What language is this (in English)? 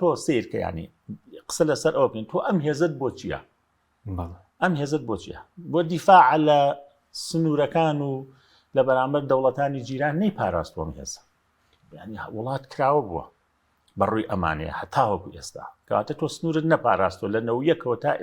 Central Kurdish